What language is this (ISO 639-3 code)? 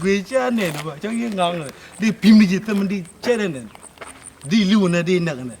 nus